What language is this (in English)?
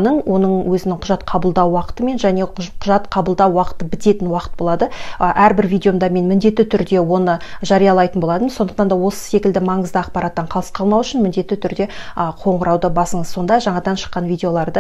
Kazakh